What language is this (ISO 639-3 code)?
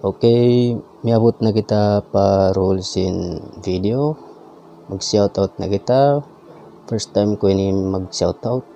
tsg